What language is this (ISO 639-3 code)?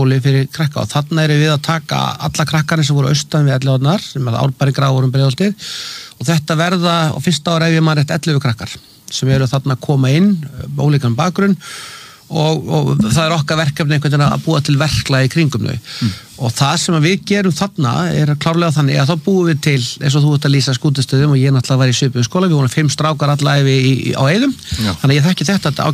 isl